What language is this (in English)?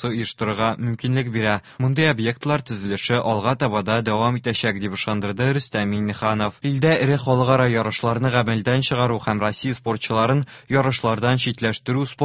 Tatar